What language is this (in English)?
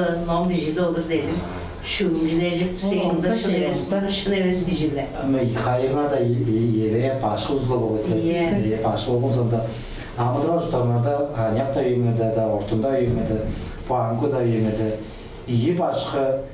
Tuvinian